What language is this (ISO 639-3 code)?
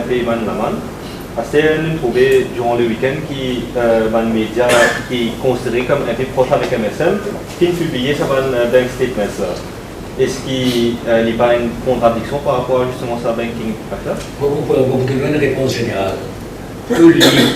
mfe